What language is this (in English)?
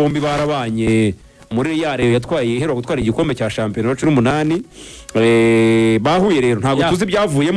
Kinyarwanda